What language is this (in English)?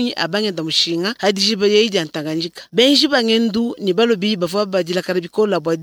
Luba-Lulua